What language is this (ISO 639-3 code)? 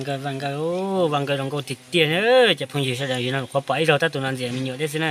hmn